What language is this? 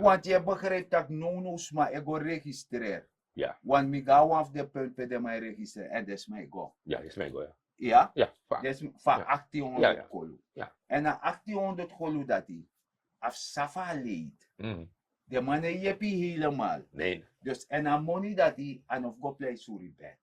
Sranan Tongo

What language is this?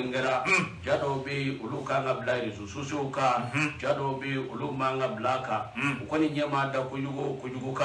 Bambara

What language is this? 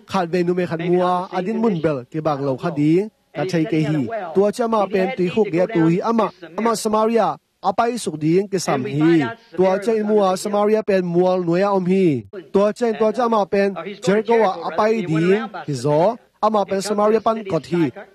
Tedim Chin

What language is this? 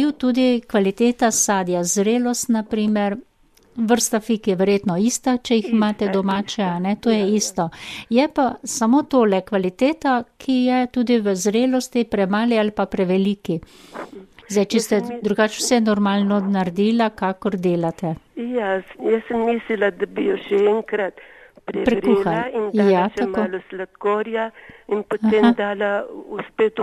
Slovenian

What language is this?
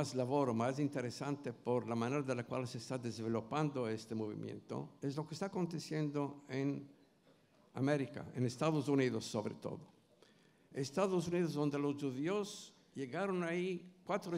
Ladino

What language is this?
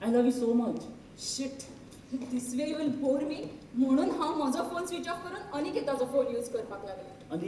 Konkani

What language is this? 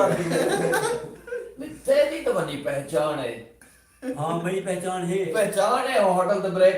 Saraiki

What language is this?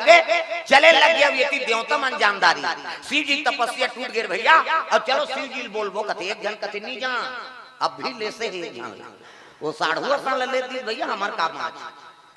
Chhattisgarhi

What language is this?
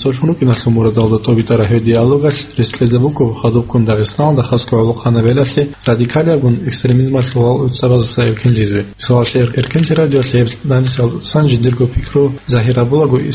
Avaric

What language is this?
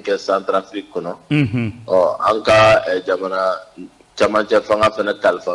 Bambara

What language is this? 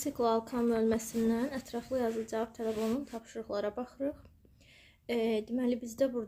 Azerbaijani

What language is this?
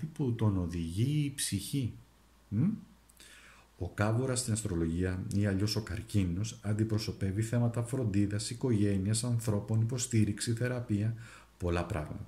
Greek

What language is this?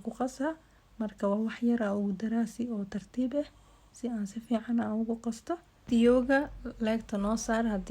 Somali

